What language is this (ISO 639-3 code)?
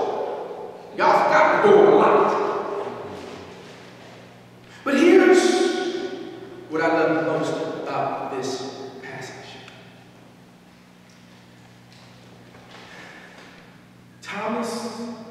eng